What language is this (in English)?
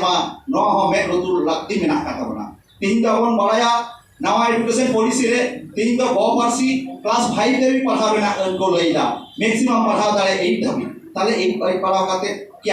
Santali